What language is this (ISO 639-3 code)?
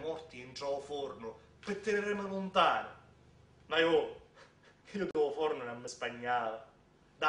scn